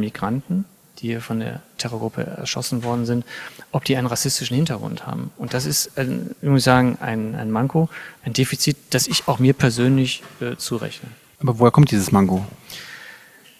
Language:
German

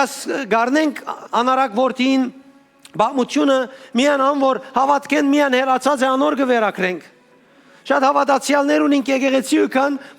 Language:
Western Armenian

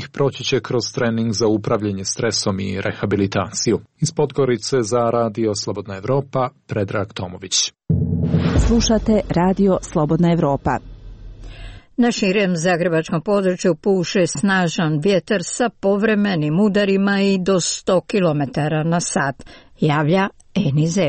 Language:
Croatian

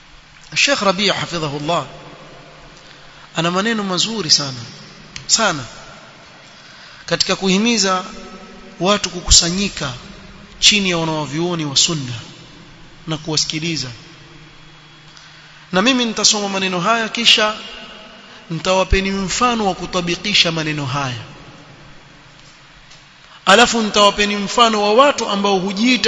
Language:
Swahili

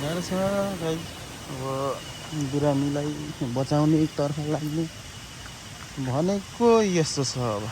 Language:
Nepali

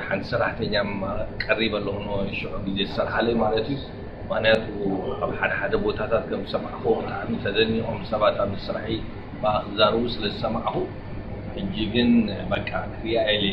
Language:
Tigrinya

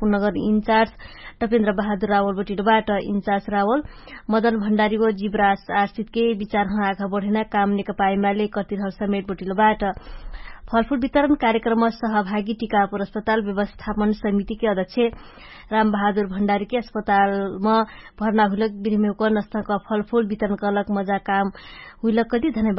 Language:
Dangaura Tharu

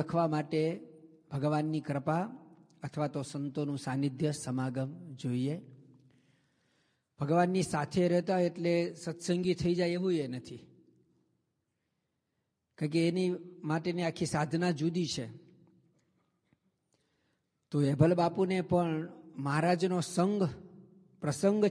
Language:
Gujarati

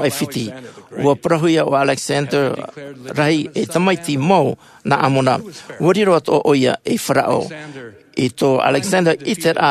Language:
Tahitian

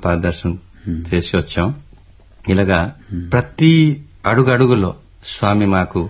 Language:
Telugu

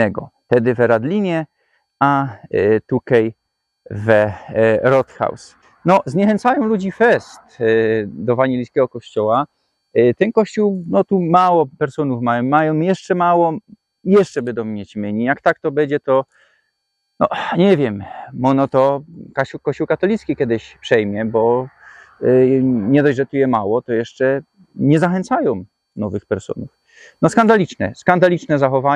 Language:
Silesian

